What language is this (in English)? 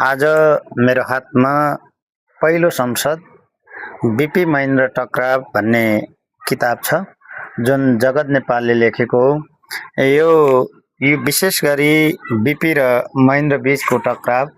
Nepali